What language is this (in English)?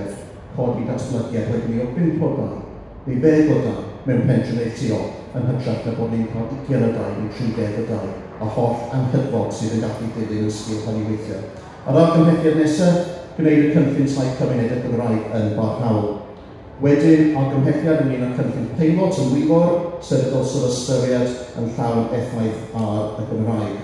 Welsh